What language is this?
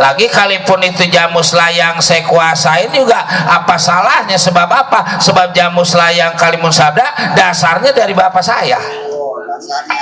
Betawi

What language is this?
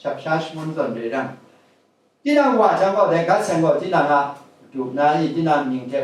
Kachin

